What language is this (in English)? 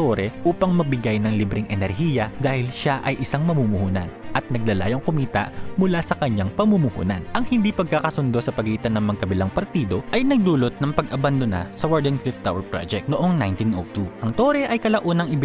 Filipino